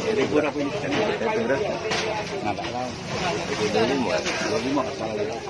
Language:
Musi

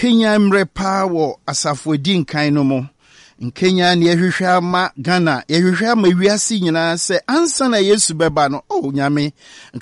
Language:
Akan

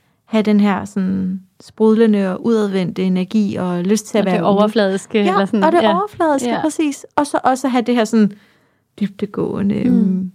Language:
Danish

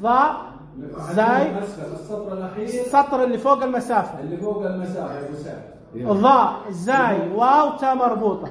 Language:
Najdi Arabic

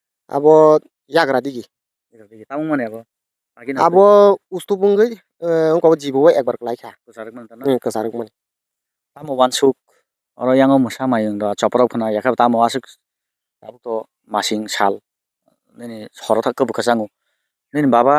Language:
Kok Borok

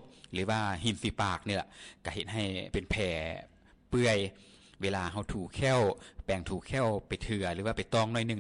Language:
Lao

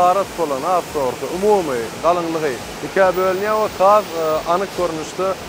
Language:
Turkmen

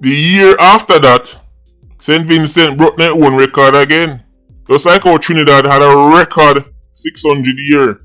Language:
Jamaican Creole English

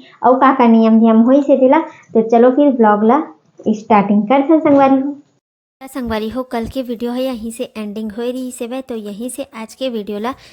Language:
Chhattisgarhi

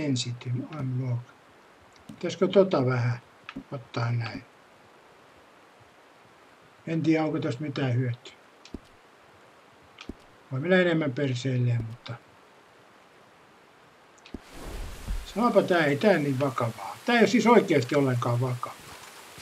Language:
Finnish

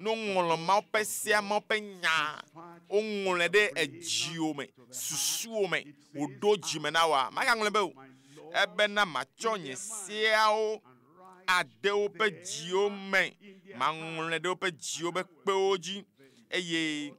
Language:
Ewe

